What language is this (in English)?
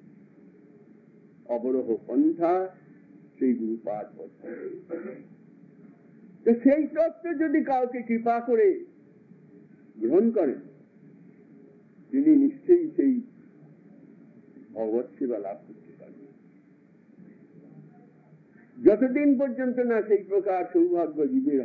Bangla